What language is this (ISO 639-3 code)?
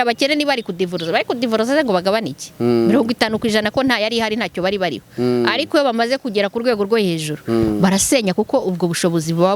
kin